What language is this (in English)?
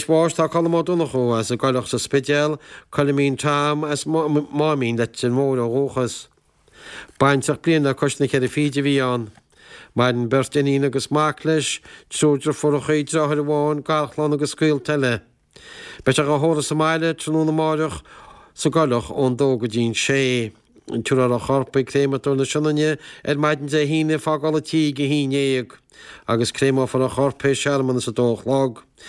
Irish